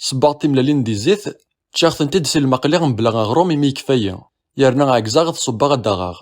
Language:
Kabyle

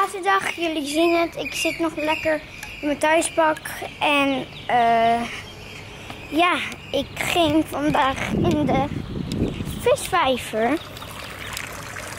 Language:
Dutch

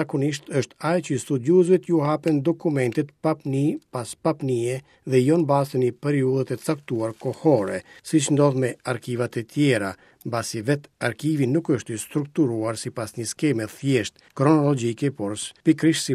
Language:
Albanian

